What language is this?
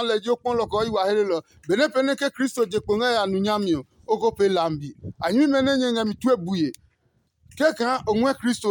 Adangme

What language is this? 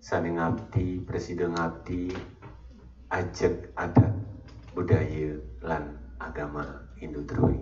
Balinese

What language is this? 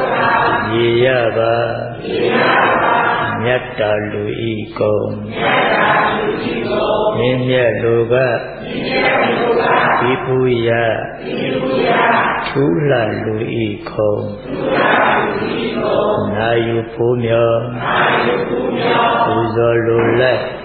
Burmese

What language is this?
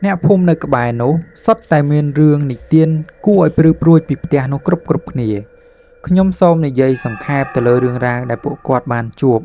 Khmer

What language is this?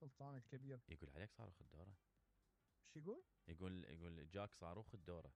Mesopotamian Arabic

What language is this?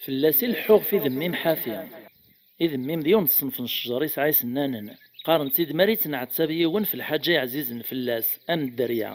Kabyle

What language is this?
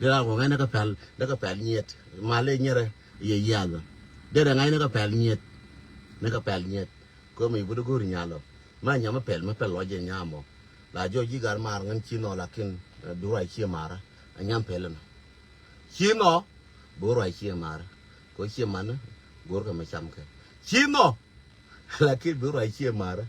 Nuer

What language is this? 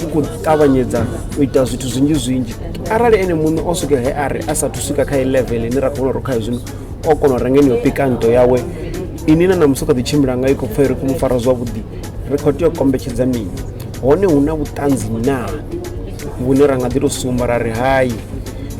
Venda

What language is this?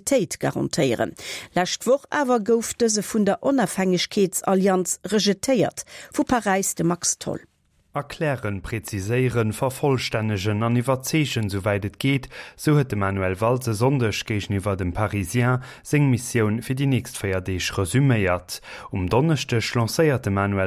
Luxembourgish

